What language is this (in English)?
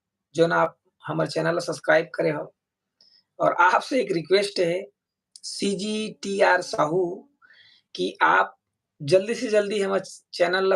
Chhattisgarhi